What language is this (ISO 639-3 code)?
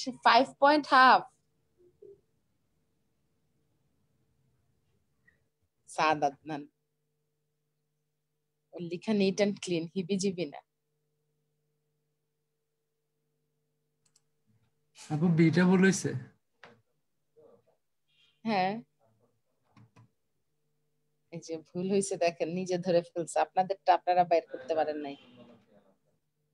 ben